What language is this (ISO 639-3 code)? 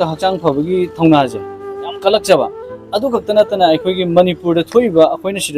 mni